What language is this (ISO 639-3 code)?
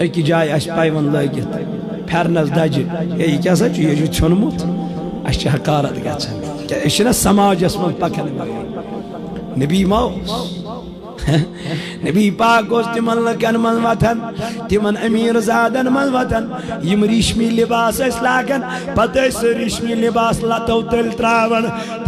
kas